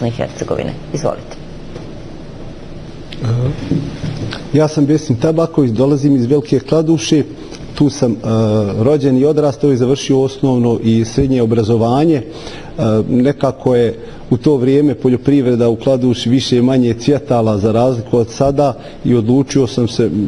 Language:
Bosnian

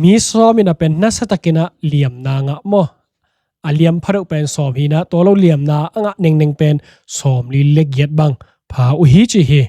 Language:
Tedim Chin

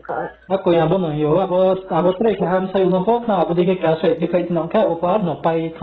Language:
Riang (India)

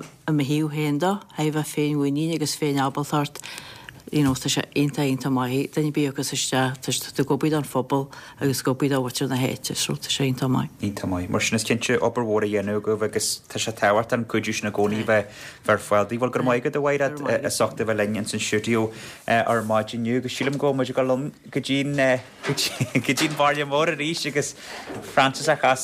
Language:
Irish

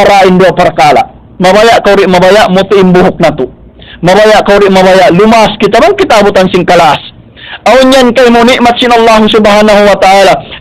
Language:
Tausug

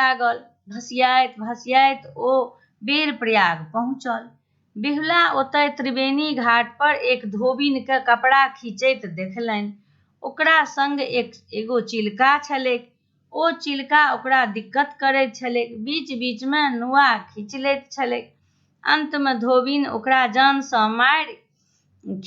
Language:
Maithili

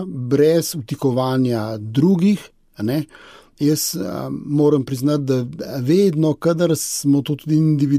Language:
Slovenian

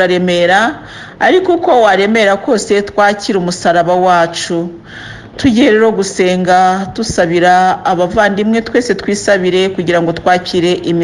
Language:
Kinyarwanda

